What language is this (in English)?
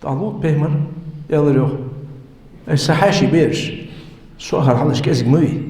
Ingush